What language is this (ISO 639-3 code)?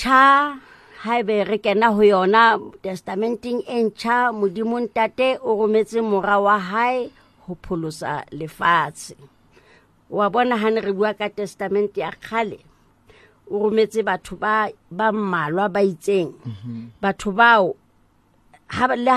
sot